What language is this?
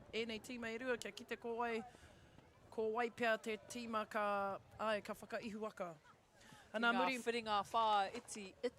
Māori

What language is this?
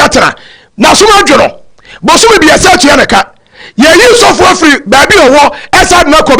Akan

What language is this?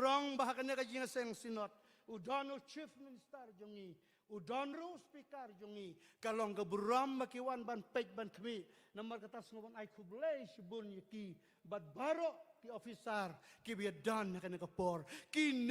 Khasi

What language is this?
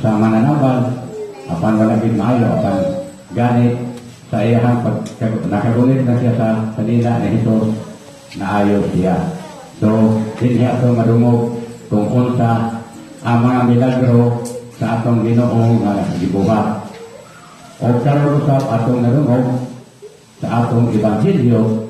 Cebuano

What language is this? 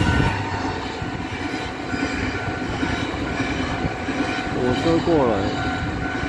Chinese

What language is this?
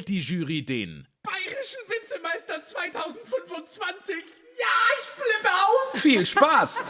Bavarian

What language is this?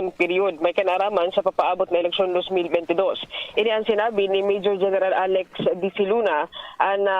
Bikol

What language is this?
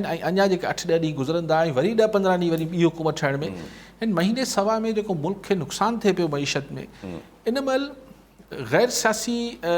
Sindhi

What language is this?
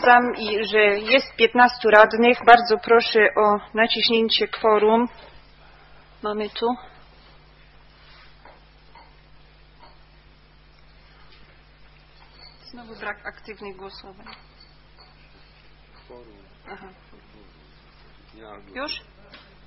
Polish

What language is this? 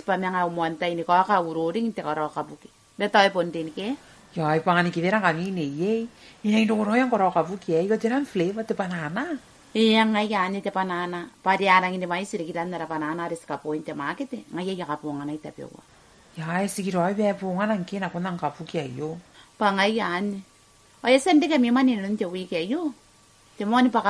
Gilbertese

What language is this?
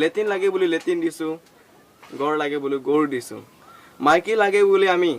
Assamese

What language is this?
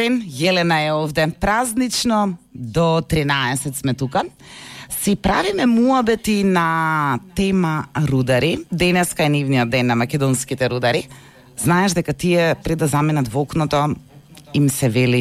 Macedonian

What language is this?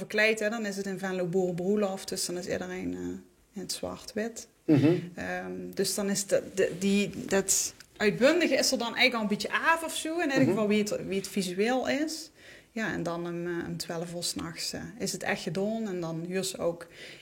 Limburgish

